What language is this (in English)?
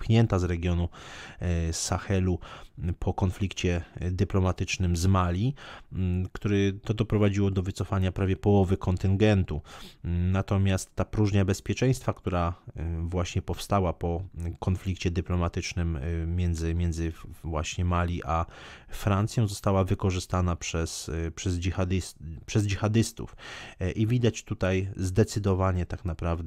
Polish